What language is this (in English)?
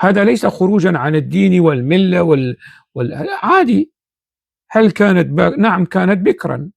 North Levantine Arabic